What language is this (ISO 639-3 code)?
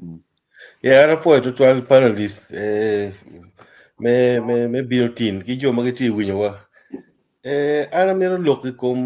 ach